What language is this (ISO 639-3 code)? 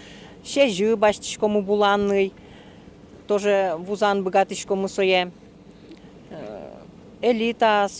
udm